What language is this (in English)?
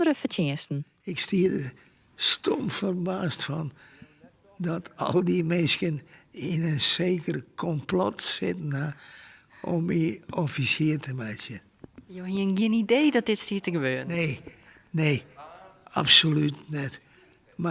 Western Frisian